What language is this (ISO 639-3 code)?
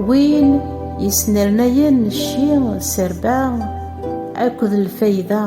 kab